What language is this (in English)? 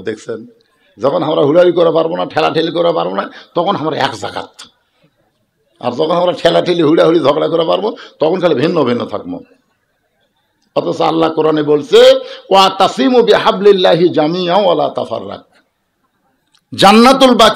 Bangla